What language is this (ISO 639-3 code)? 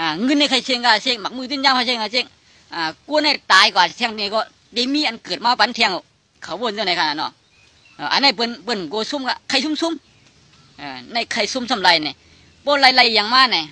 shn